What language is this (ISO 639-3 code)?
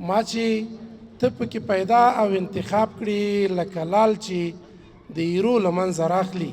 pus